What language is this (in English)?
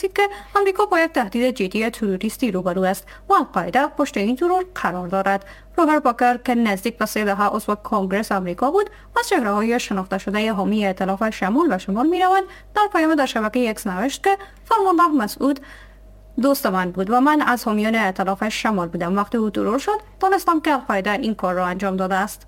Persian